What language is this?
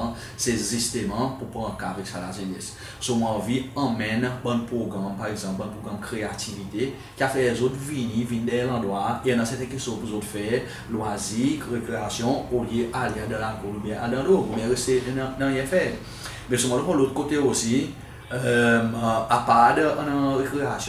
Seselwa Creole French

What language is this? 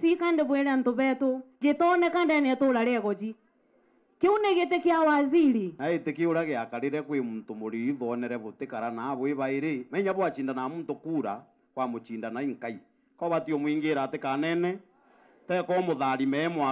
Meru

